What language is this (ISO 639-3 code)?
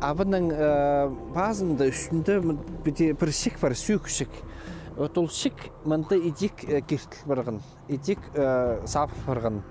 kjh